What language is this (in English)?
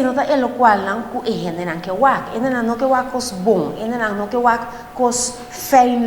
Papiamento